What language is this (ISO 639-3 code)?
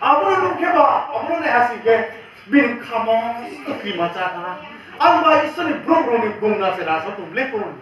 ria